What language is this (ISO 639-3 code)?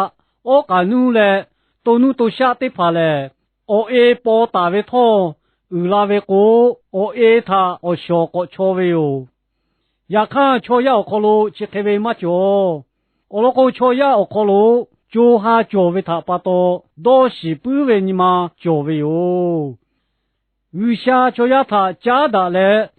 lhu